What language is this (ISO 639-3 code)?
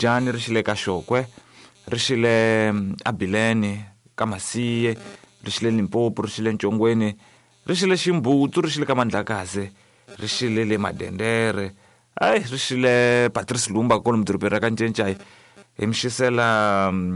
tso